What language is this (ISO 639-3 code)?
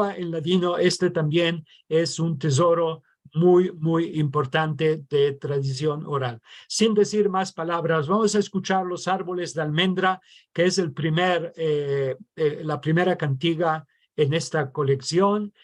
lad